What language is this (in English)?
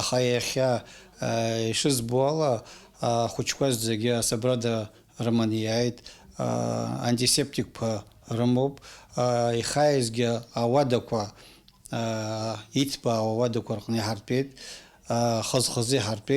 Abkhazian